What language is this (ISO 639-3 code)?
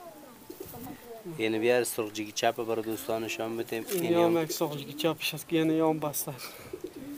fas